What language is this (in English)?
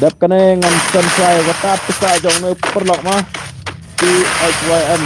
Khasi